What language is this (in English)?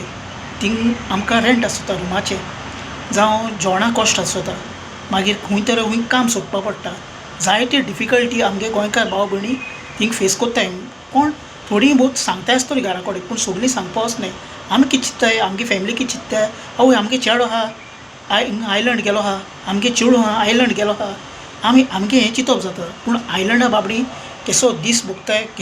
Konkani